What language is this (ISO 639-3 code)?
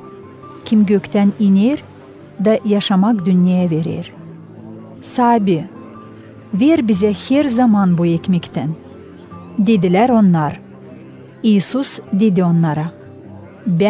gag